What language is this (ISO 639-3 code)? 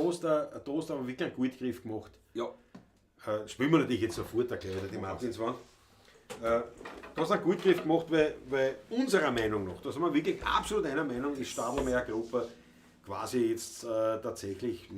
bar